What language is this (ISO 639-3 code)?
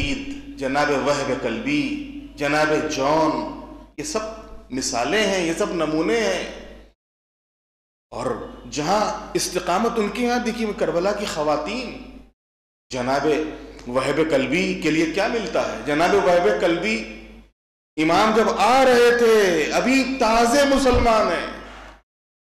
urd